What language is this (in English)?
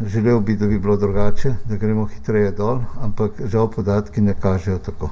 Slovenian